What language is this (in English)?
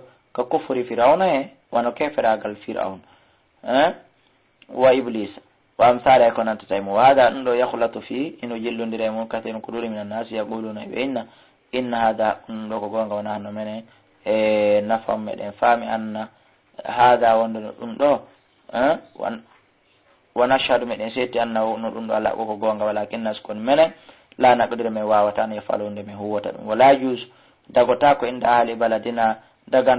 Fula